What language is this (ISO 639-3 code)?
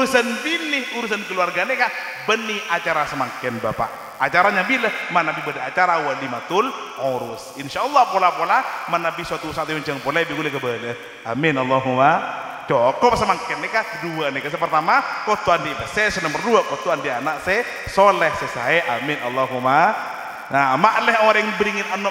mad